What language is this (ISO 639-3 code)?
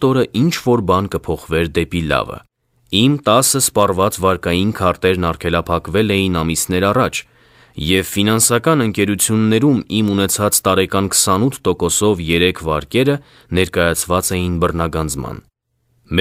hye